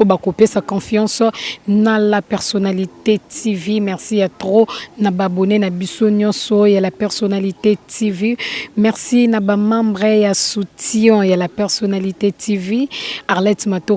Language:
Lingala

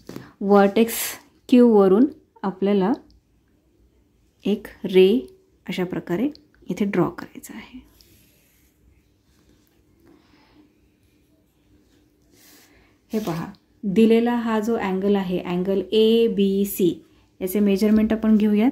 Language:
Marathi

